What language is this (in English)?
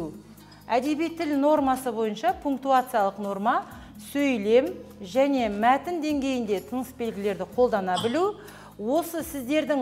Kazakh